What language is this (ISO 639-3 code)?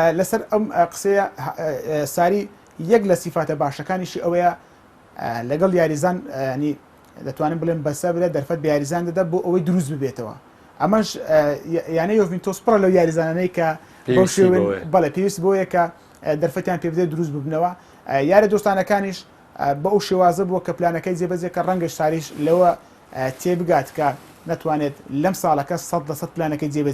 ckb